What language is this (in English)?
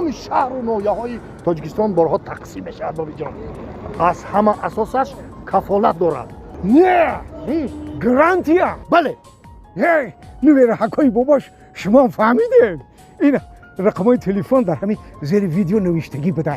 Tajik